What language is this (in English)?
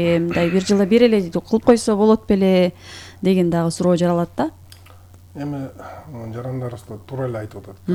Kyrgyz